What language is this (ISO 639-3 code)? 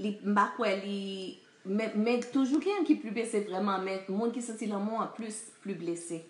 hat